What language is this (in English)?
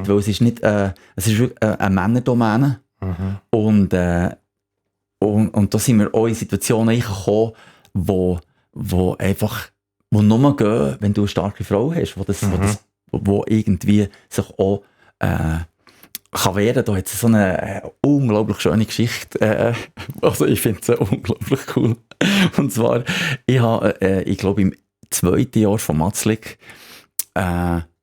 Swiss German